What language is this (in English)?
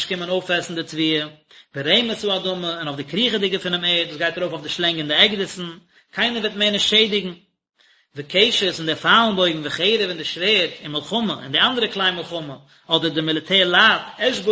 Yiddish